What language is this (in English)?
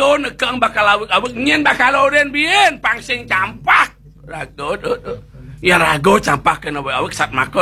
Balinese